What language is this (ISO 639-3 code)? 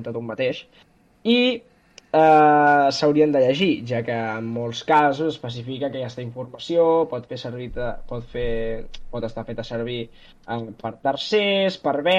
cat